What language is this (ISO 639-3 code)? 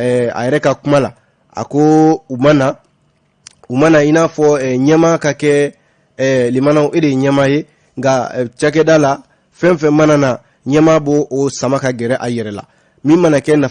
bam